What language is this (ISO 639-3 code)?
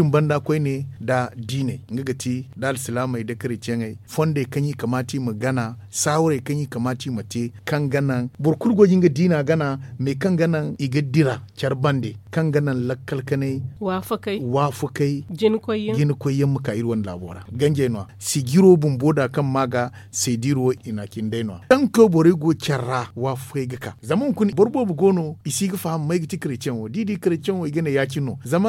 dje